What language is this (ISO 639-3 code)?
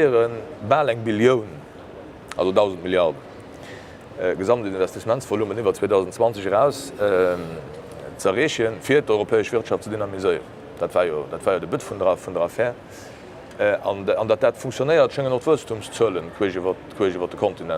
ltz